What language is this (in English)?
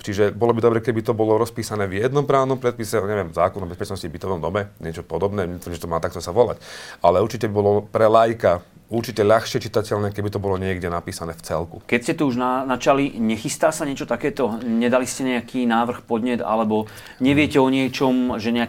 Slovak